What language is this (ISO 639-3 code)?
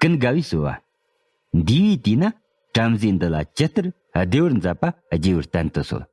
bod